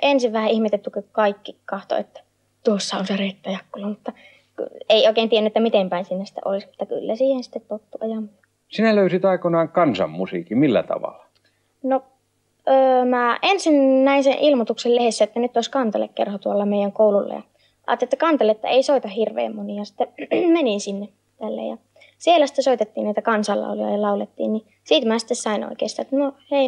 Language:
Finnish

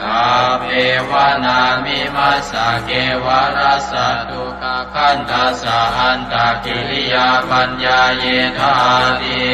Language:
Pali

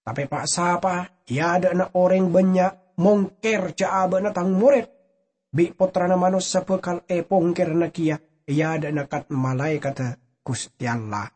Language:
Madurese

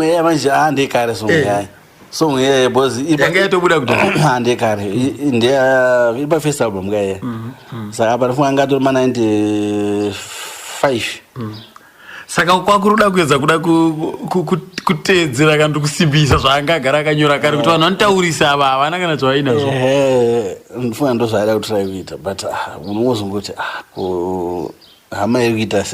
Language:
Shona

